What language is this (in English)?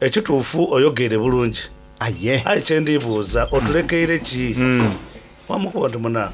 Soga